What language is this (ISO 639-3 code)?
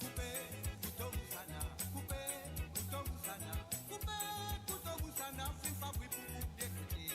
mfe